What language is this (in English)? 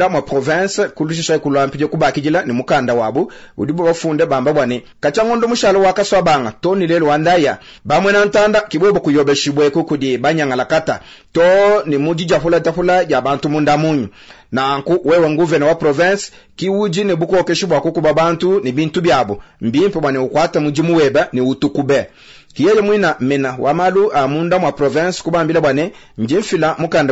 Luba-Lulua